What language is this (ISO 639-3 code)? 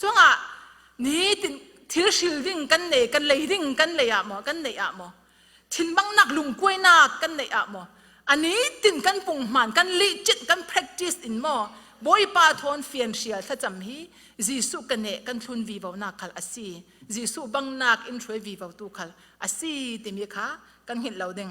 cfm